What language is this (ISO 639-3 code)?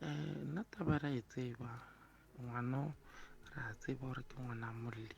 nso